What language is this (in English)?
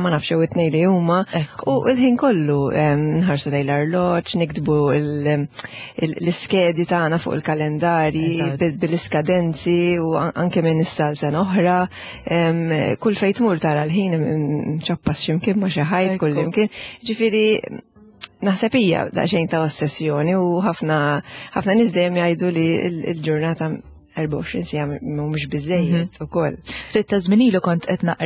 Maltese